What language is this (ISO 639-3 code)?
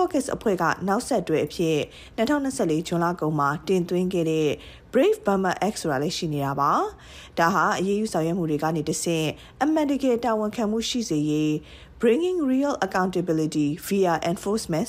mya